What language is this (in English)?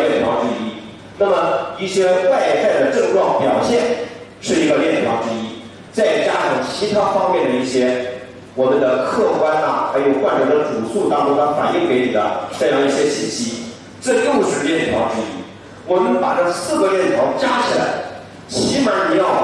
Chinese